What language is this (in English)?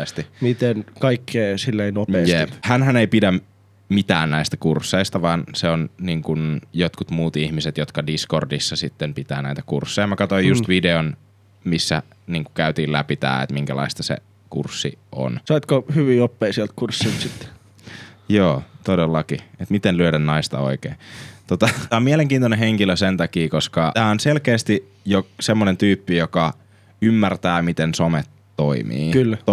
Finnish